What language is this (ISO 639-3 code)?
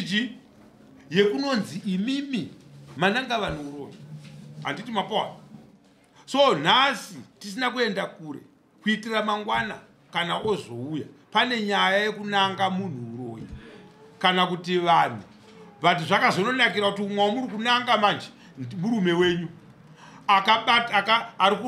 sna